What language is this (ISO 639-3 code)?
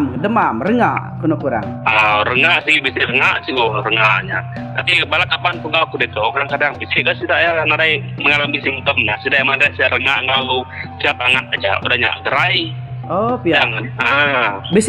iba